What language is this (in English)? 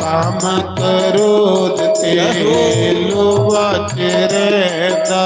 Dogri